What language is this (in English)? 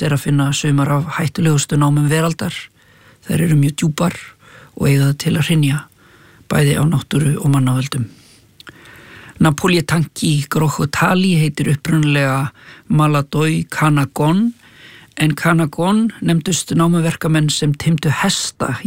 Icelandic